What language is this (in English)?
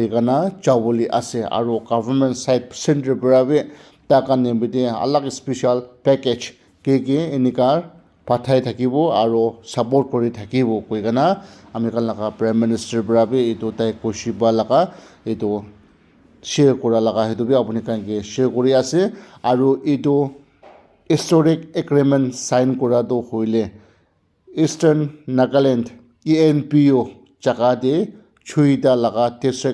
Naga Pidgin